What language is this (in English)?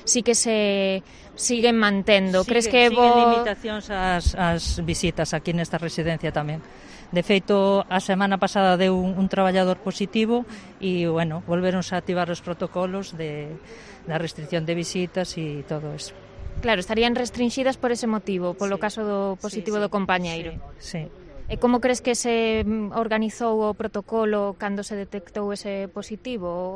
Galician